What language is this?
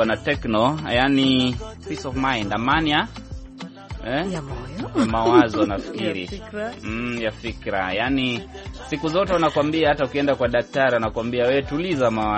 Swahili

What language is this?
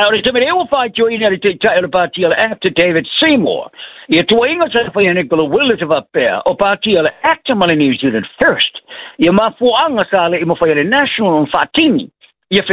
Samoan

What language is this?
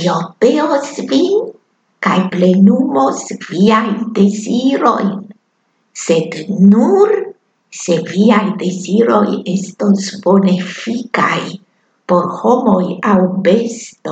Esperanto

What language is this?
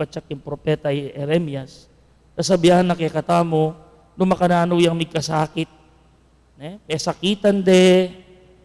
Pampanga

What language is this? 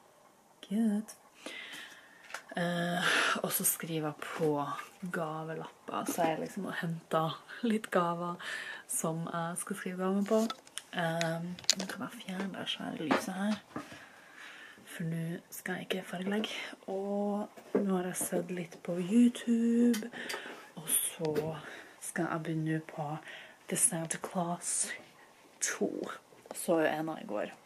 Norwegian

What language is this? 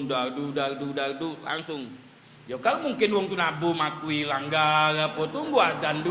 Musi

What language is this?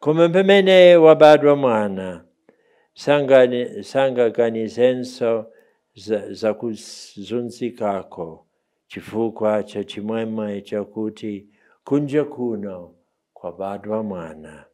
Nyanja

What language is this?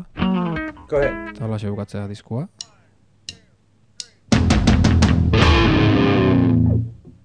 Basque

